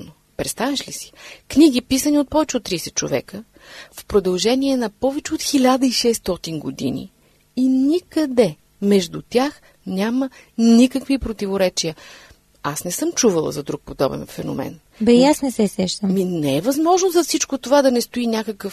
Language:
Bulgarian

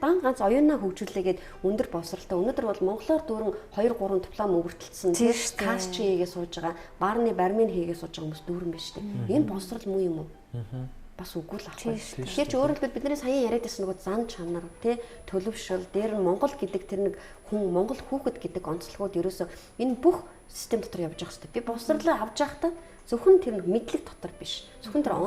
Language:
Mongolian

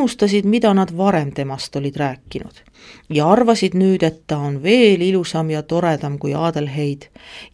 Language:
Estonian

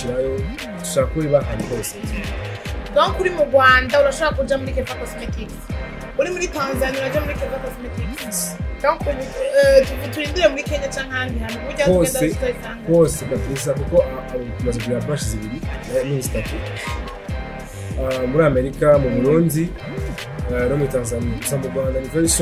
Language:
Rundi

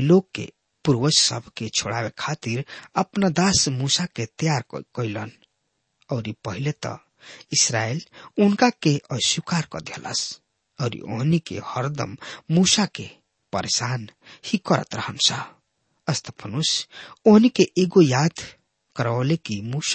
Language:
Bhojpuri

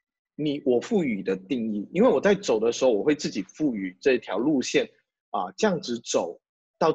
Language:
Chinese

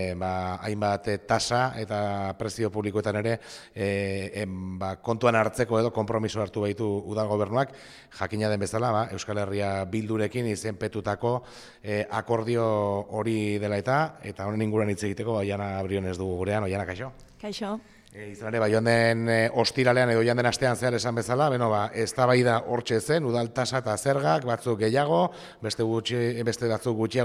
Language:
Basque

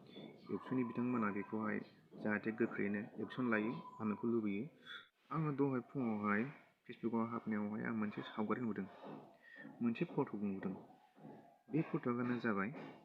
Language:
Bodo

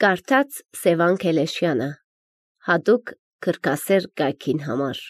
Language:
Armenian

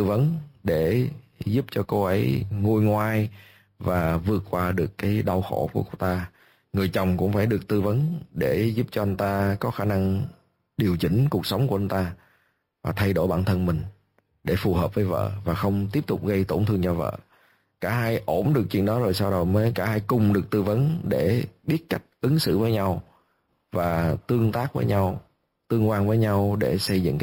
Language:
Vietnamese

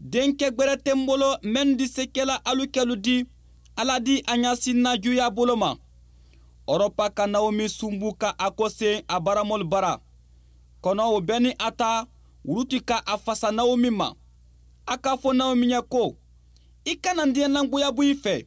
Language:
Bambara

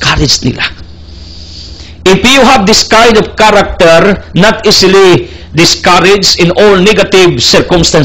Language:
Cebuano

